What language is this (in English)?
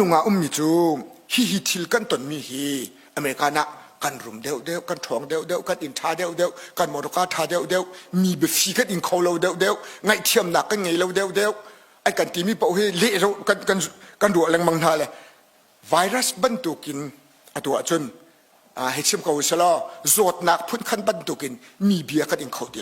Hakha Chin